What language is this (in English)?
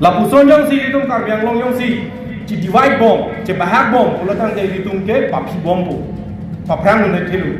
Karbi